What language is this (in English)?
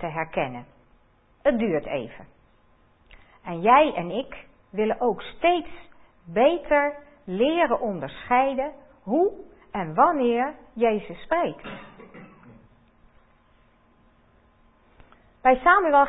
Dutch